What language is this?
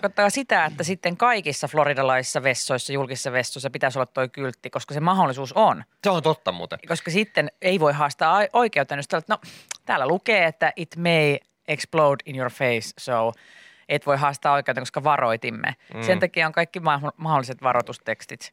Finnish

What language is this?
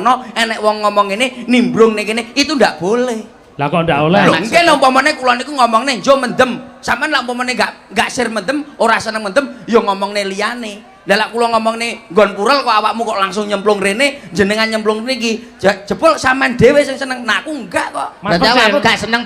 Javanese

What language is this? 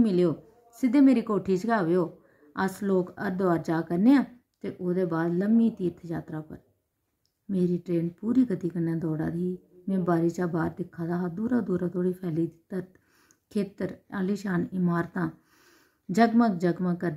Dogri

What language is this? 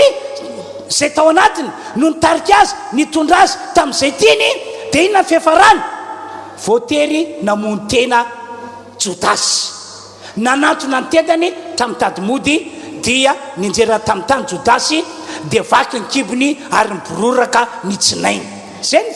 Malagasy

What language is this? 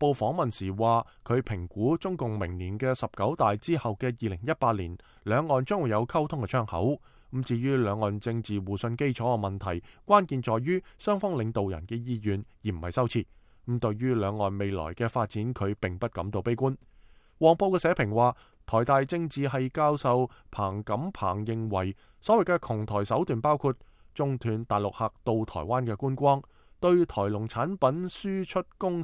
Cantonese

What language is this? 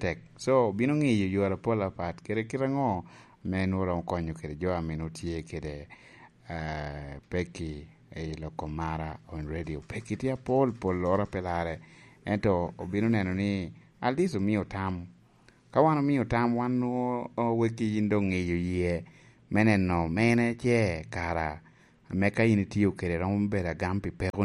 Lango (Uganda)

